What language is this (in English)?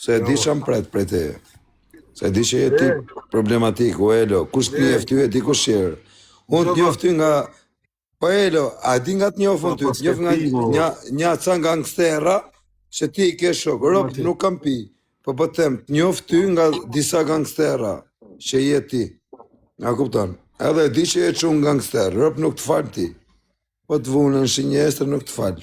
Albanian